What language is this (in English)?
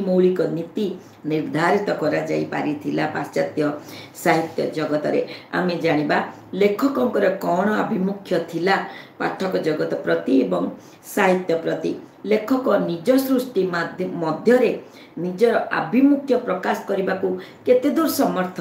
Odia